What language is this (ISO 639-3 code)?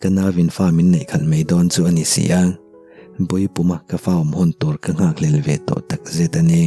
lus